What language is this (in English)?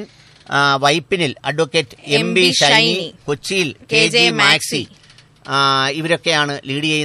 Malayalam